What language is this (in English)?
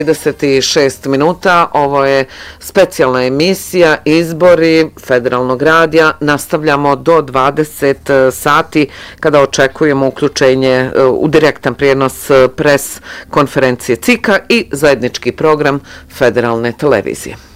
Bosnian